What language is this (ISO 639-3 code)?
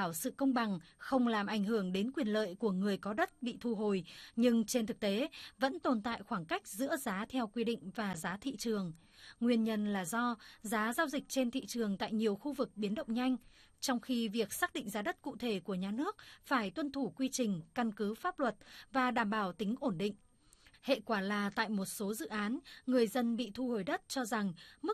vie